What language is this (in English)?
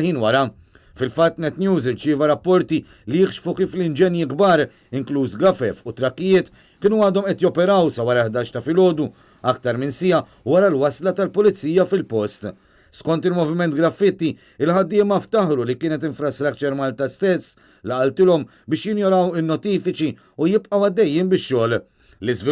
Maltese